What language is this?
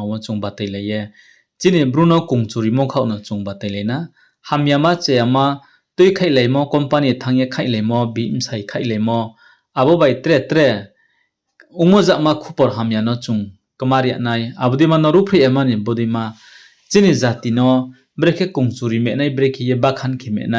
Riang (India)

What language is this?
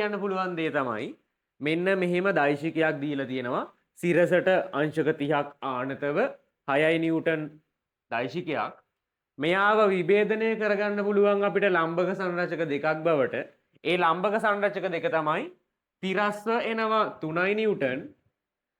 Sinhala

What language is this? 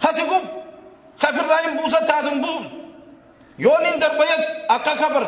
Oromo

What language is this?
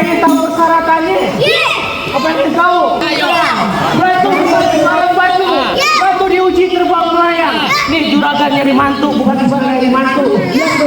Betawi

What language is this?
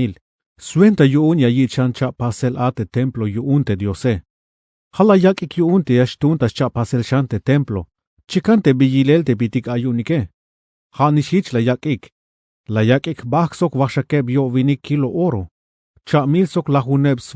Tzeltal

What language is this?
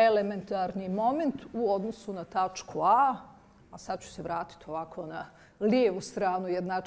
Bosnian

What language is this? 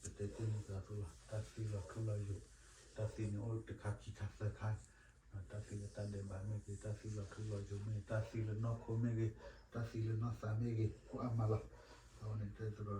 S'gaw Karen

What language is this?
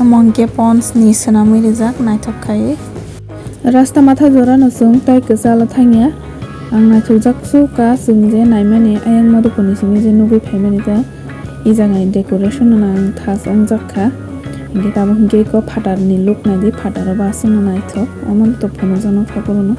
Kok Borok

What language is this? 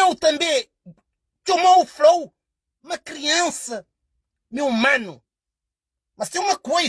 Kabuverdianu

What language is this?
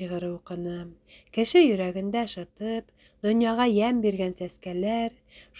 Bashkir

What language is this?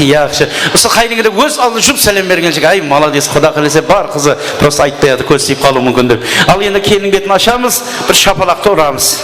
Kara-Kalpak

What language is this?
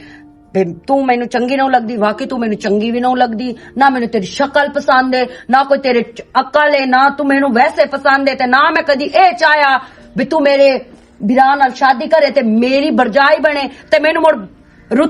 Western Panjabi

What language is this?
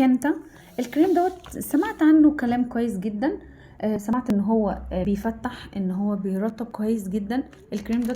Egyptian Arabic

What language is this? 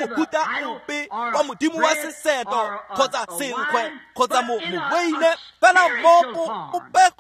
Tswana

